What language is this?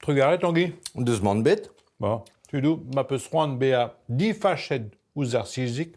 Breton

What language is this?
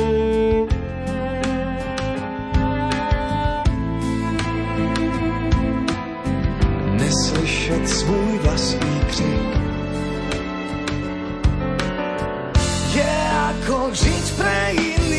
Slovak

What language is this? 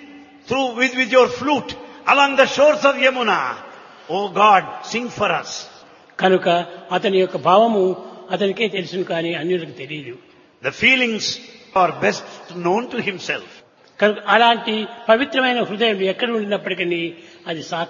Telugu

